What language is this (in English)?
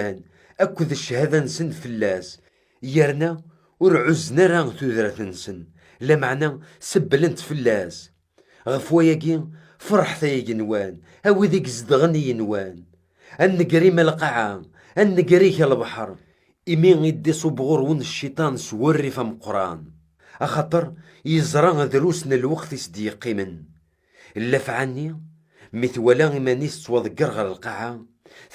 Kabyle